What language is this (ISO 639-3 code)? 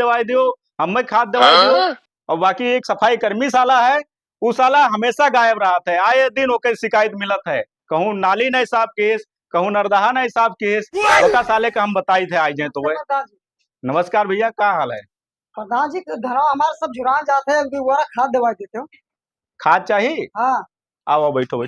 awa